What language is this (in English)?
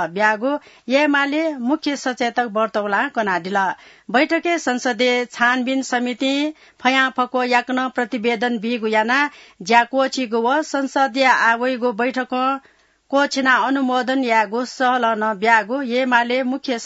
Newari